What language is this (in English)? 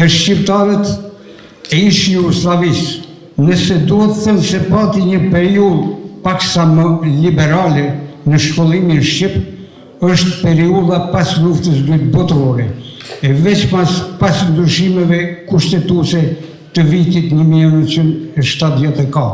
Albanian